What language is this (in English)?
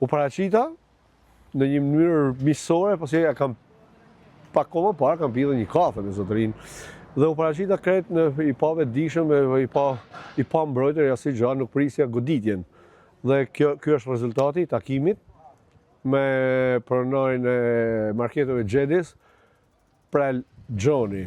Albanian